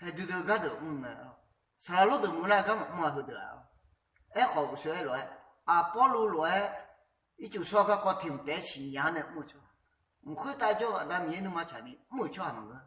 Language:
Akha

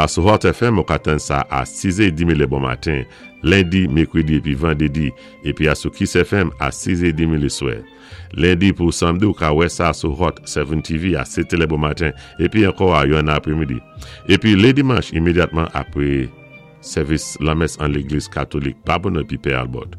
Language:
Saint Lucian Creole French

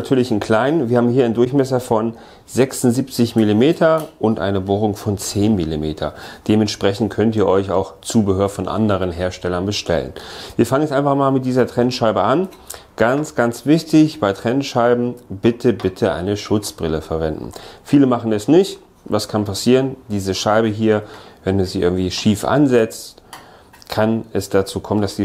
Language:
German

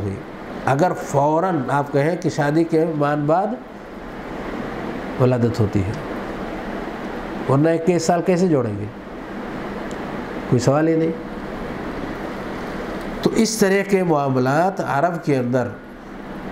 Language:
Urdu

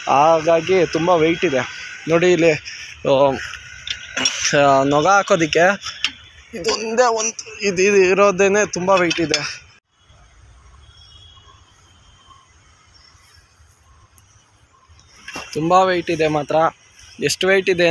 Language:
Kannada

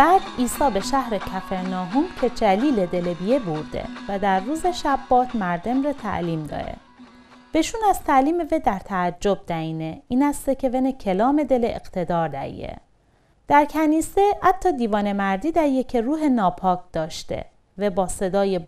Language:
Mazanderani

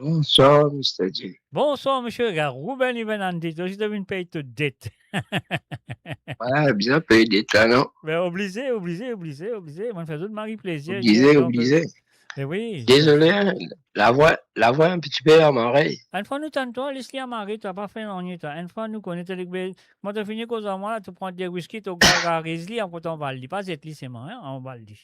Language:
Morisyen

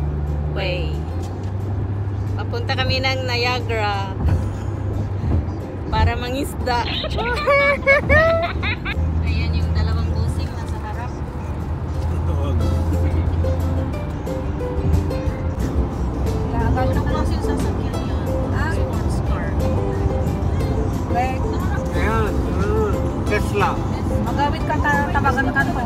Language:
Filipino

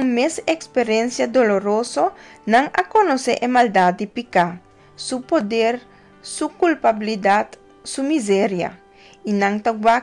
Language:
Papiamento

